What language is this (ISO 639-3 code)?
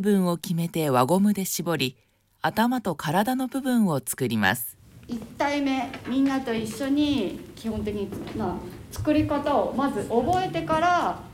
jpn